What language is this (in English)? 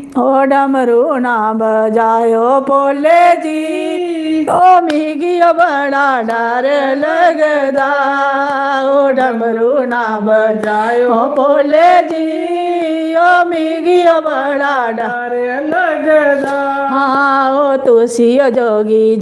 Dogri